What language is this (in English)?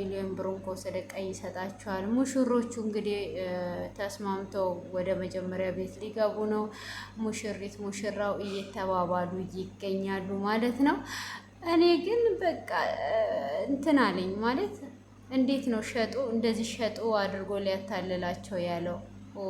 Amharic